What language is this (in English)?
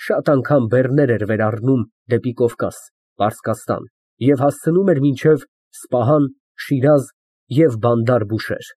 Armenian